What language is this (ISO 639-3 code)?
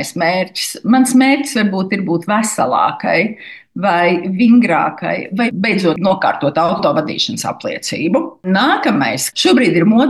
lav